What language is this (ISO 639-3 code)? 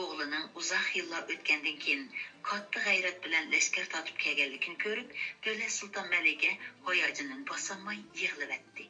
uig